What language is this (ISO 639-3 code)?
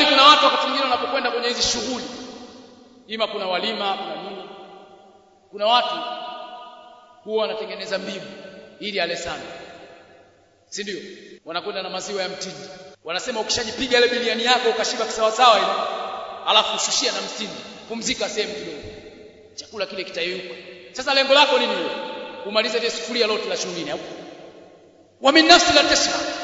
swa